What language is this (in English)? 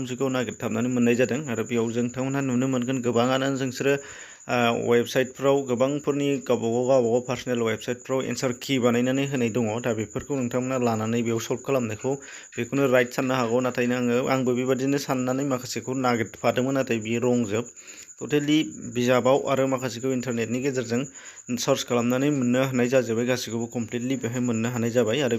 Bodo